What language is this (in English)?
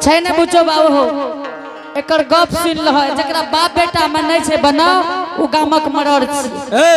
Angika